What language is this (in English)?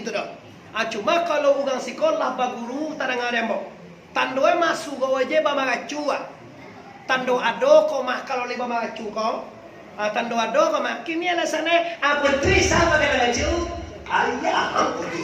Minangkabau